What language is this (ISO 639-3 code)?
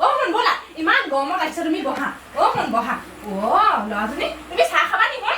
asm